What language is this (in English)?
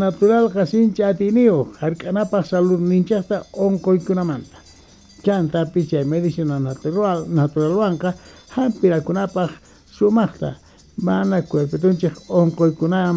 South Bolivian Quechua